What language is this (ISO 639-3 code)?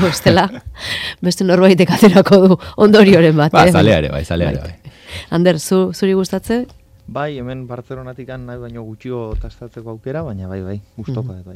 eus